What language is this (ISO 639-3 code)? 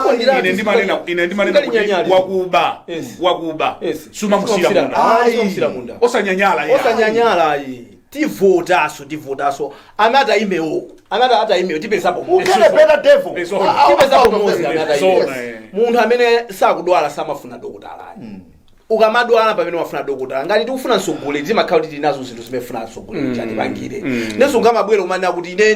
nya